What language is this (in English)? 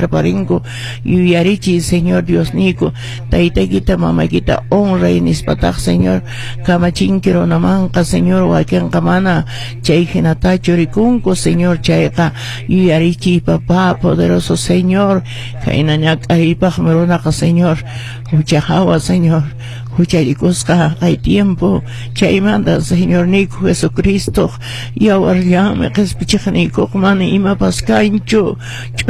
Quechua